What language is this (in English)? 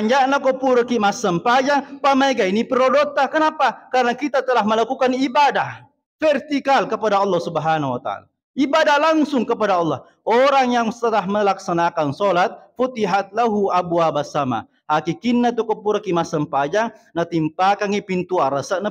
Buginese